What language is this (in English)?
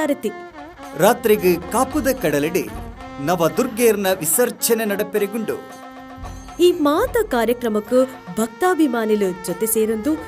Tulu